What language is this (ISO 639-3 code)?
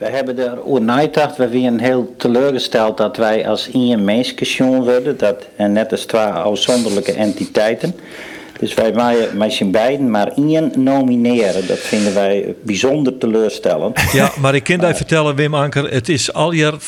fry